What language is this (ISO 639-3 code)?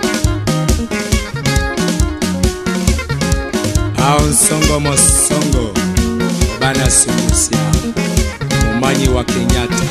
swa